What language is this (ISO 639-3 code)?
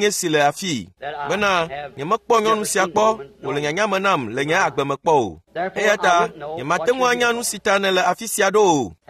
ewe